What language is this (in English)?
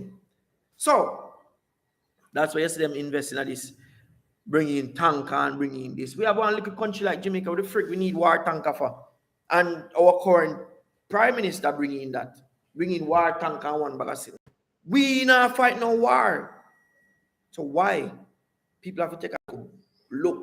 Jamaican Creole English